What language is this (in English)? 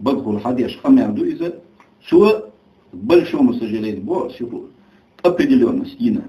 Chechen